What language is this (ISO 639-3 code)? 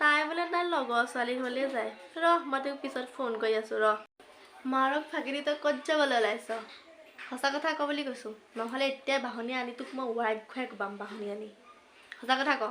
asm